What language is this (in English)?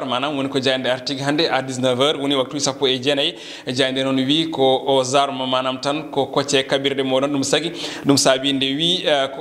Fula